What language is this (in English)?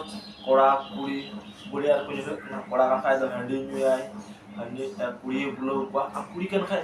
Santali